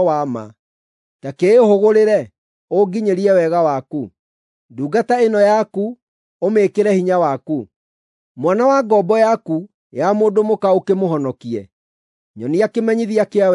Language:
Kikuyu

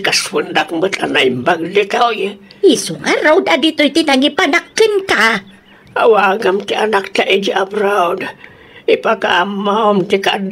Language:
Iloko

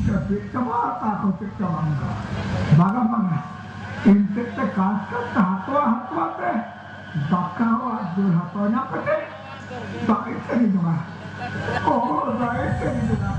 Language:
Santali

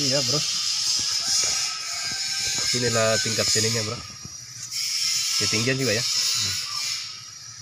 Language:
Indonesian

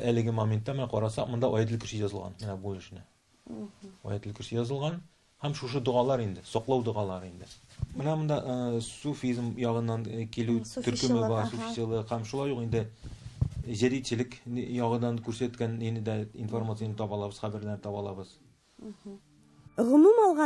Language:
Tatar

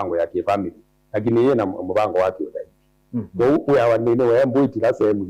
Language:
Kamba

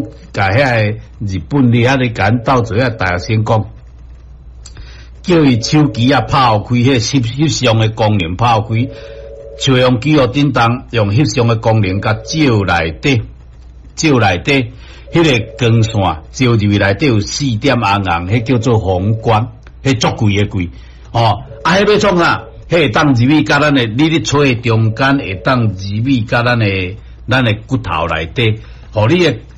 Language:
Min Nan Chinese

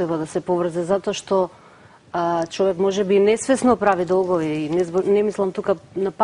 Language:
Macedonian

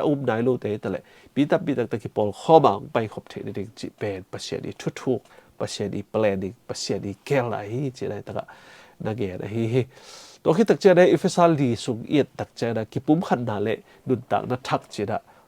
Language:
Tedim Chin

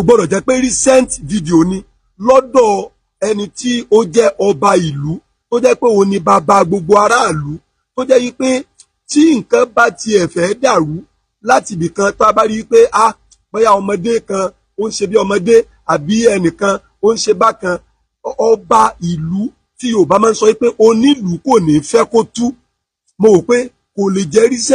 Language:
Yoruba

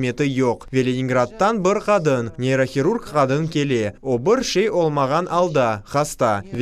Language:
Crimean Tatar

